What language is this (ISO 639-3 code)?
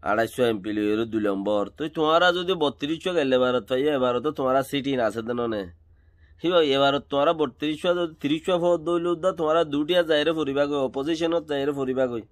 rhg